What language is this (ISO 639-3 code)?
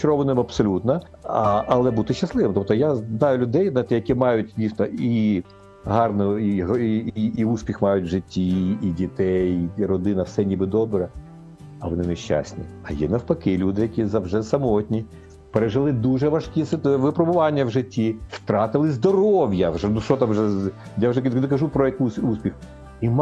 ukr